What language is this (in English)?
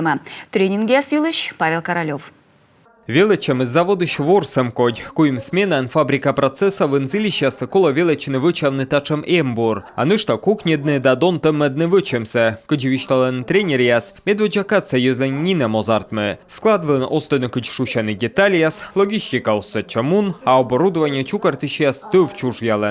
Komi